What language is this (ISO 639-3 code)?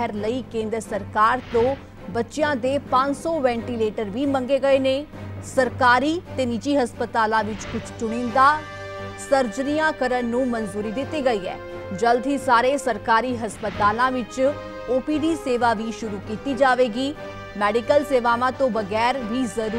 pan